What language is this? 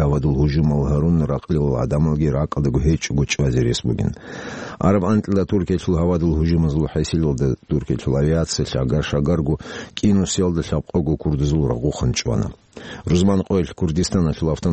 Avaric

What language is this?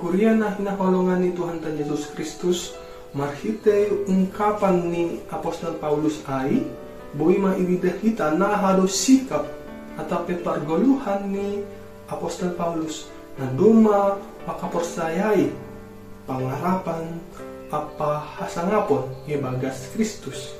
Batak Simalungun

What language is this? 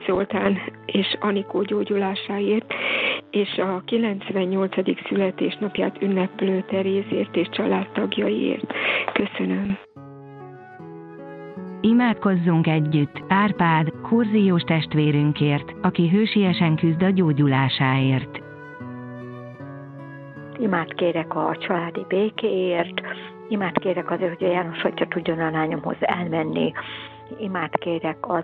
Hungarian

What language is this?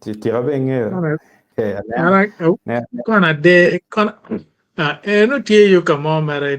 Acoli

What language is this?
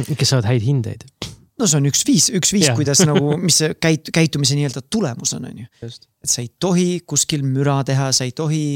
Estonian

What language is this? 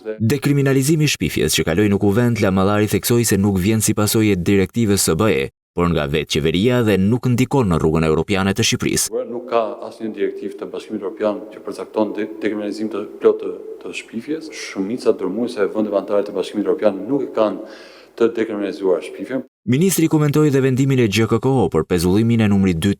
Albanian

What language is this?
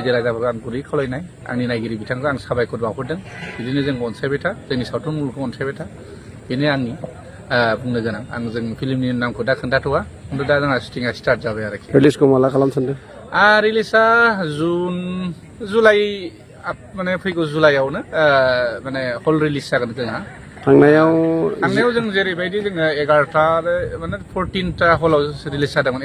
Bodo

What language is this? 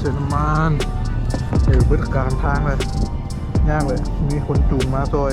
Lao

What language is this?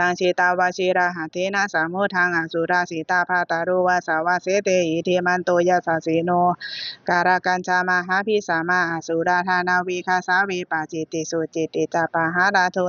Pali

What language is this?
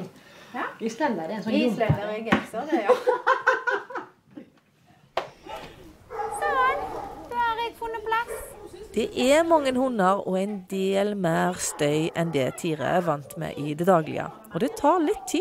Norwegian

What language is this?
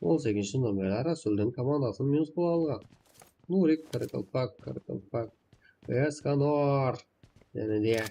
Kara-Kalpak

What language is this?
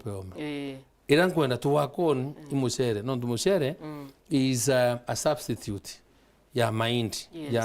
Meru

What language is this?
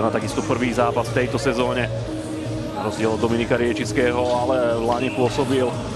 Slovak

